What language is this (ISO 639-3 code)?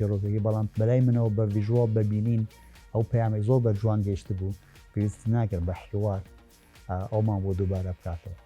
ckb